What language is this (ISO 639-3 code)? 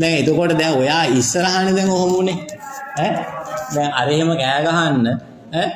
sin